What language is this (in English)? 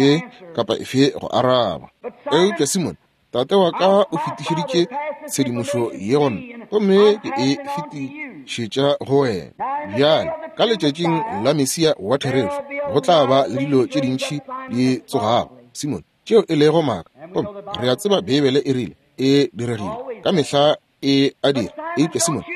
Northern Sotho